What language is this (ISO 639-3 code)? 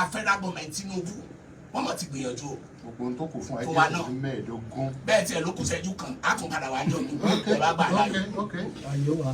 yor